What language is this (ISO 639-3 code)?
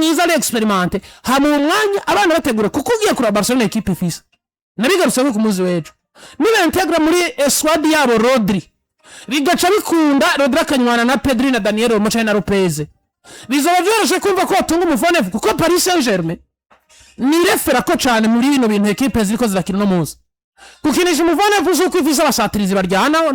run